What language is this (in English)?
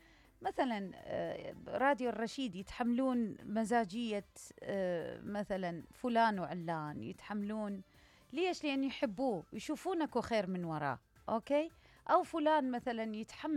Mesopotamian Arabic